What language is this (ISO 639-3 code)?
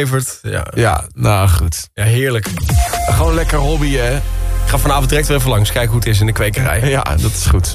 nld